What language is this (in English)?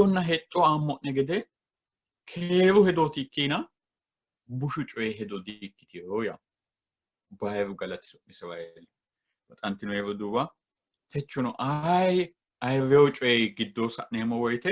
Sidamo